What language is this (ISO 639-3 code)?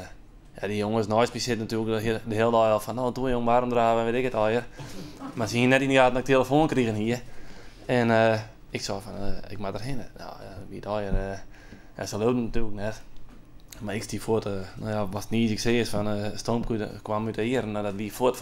fry